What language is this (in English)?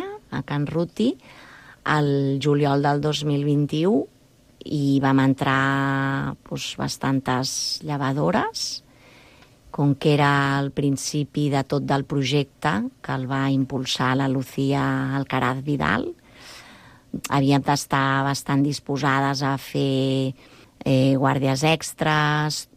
Catalan